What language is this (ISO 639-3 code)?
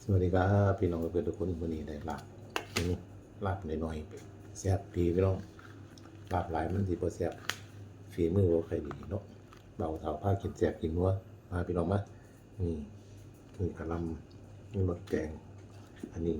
lao